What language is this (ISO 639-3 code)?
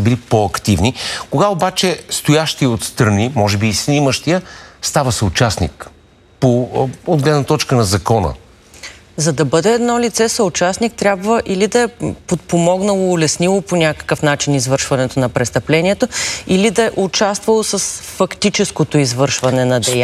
bul